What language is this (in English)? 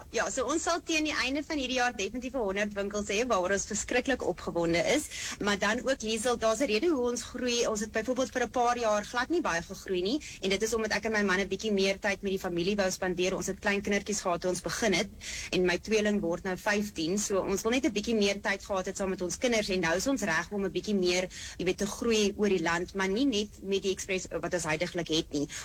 Afrikaans